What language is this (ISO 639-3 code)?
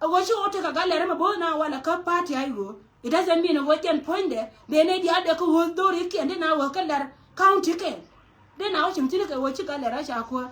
nus